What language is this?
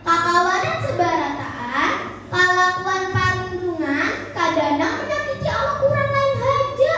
Banjar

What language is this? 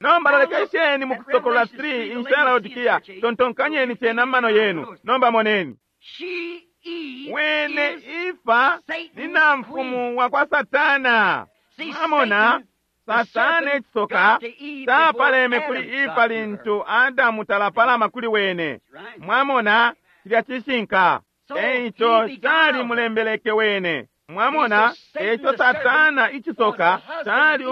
Bemba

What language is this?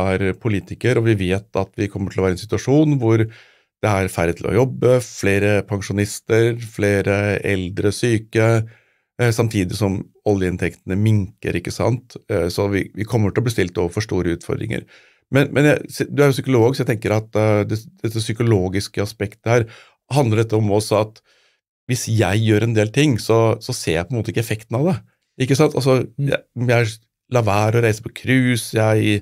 Norwegian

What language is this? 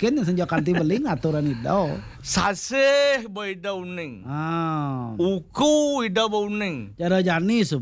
Balinese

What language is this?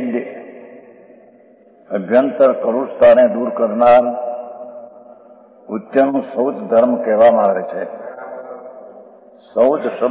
Gujarati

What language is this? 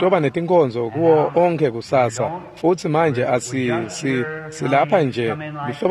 Swati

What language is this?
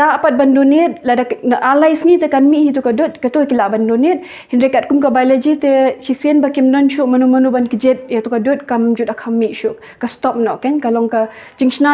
Khasi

